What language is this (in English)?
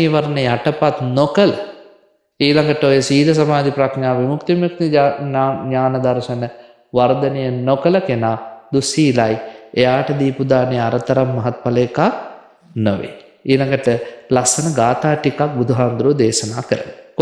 Sinhala